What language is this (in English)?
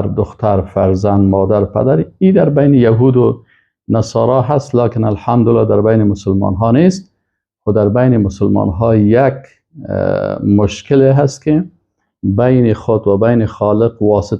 Persian